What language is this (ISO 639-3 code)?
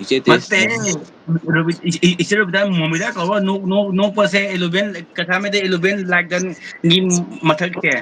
mni